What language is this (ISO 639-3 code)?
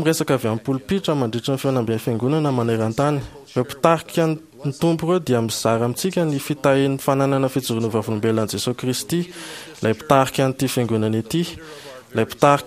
mlg